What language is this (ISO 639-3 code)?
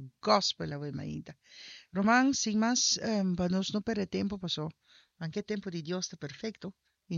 pap